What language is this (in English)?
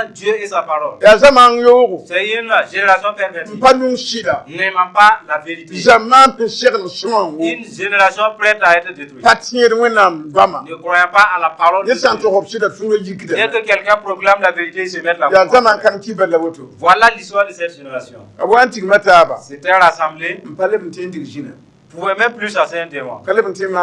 Mossi